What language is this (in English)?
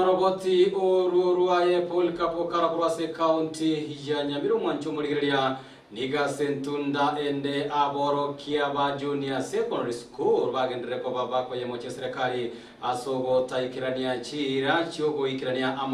Gusii